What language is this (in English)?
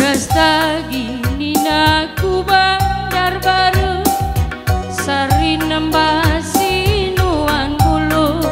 Batak Karo